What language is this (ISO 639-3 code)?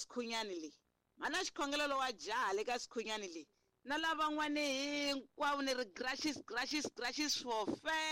tso